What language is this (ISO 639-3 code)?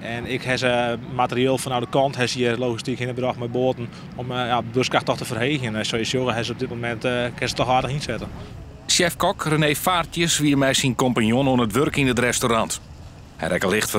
fry